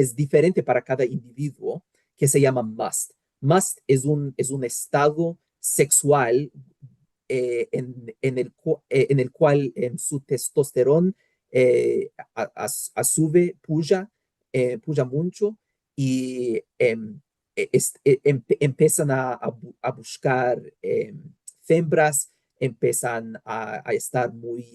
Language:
Ladino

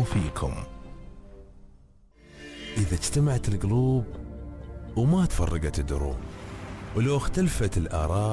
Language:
Gulf Arabic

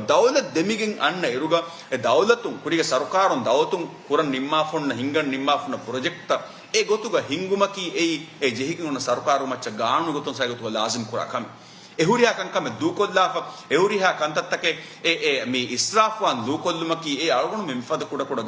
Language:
Divehi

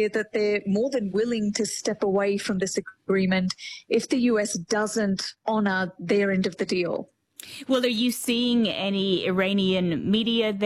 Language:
English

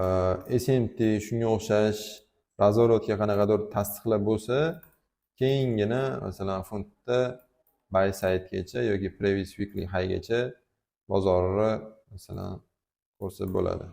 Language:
Uzbek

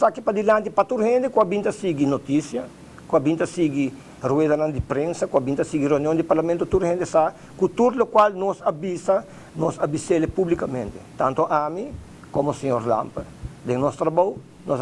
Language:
Papiamento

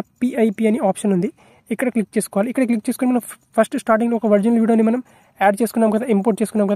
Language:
Telugu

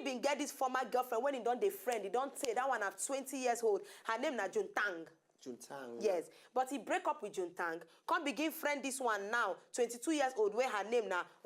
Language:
Nigerian Pidgin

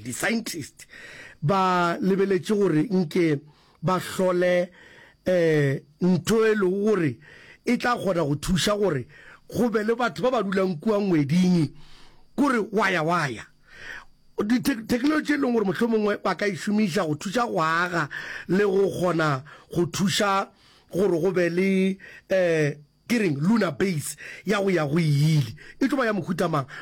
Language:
Northern Sotho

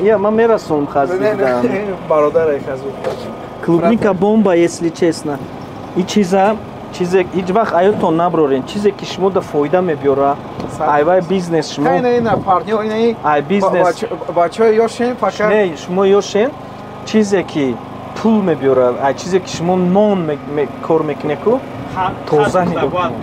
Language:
Tajik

